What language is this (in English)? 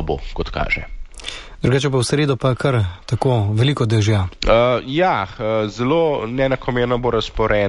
Slovenian